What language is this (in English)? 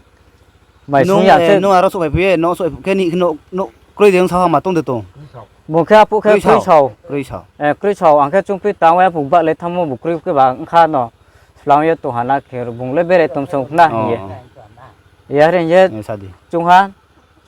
Riang (India)